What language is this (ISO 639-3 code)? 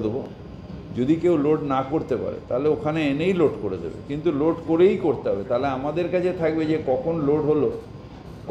ben